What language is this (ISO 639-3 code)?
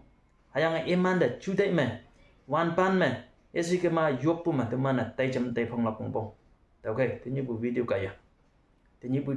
nbe